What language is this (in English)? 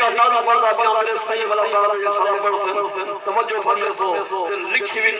Saraiki